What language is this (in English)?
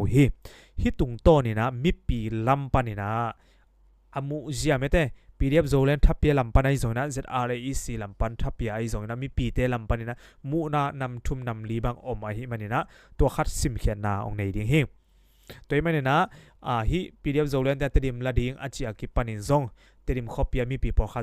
Tedim Chin